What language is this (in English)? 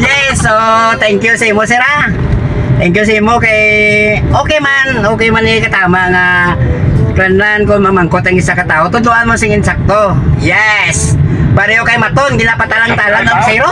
Hiligaynon